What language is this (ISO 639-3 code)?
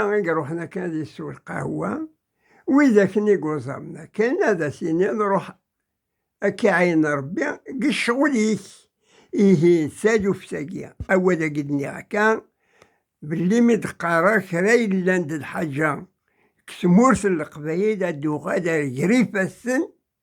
kab